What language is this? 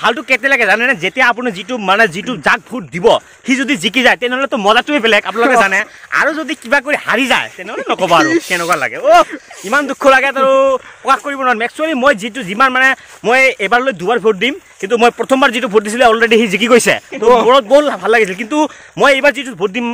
Assamese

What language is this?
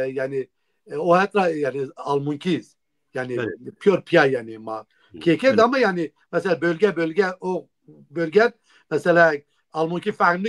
Zaza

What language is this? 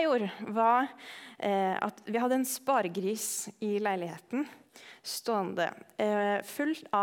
Norwegian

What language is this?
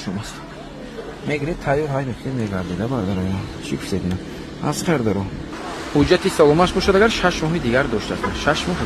Tajik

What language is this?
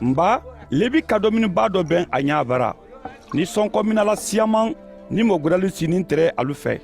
Mandingo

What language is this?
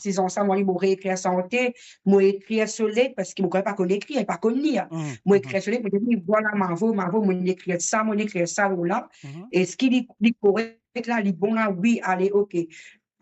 Morisyen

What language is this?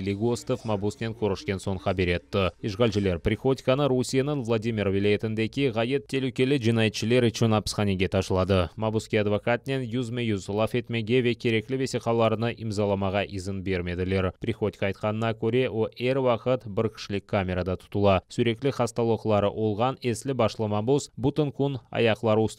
Crimean Tatar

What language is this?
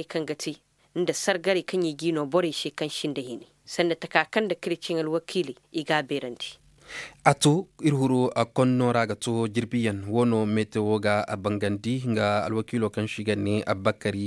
Zarma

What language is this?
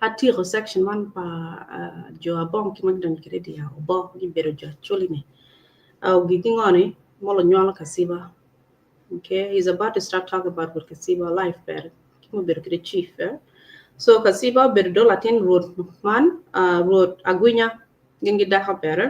Acoli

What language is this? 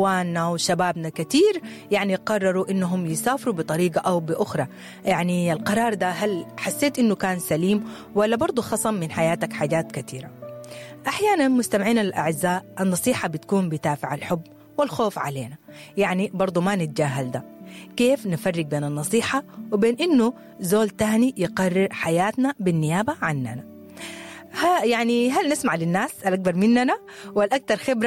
Sudanese Arabic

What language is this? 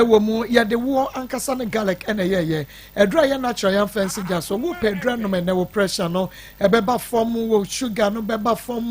Akan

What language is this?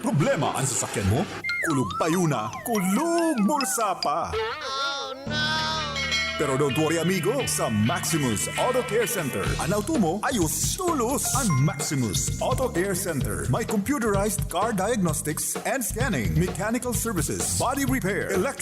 Bikol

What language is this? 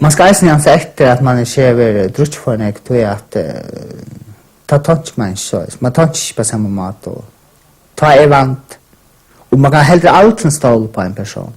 Faroese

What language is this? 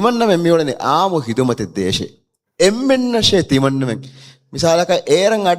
Divehi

